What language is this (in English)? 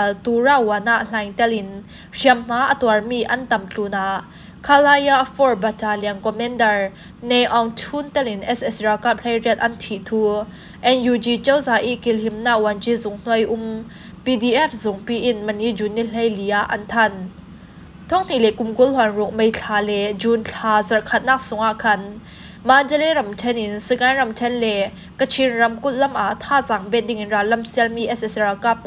Falam Chin